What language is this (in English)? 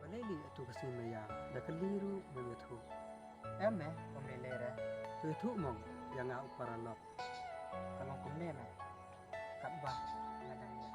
Khasi